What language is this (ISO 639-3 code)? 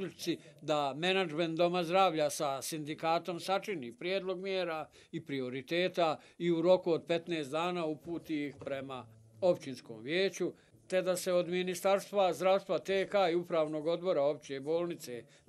bos